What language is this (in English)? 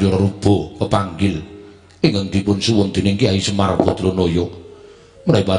Javanese